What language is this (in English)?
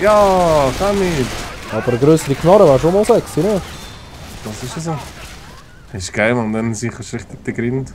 Swiss German